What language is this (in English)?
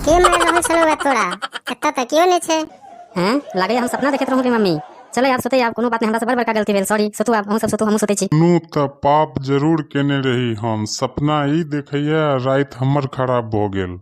Maithili